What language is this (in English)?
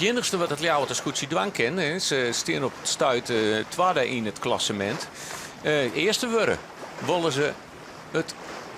Western Frisian